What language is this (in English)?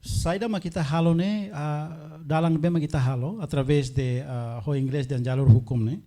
Tetum